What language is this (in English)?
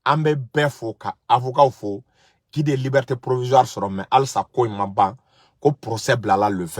Bambara